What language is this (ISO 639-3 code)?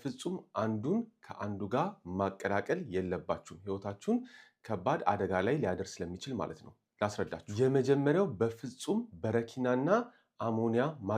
amh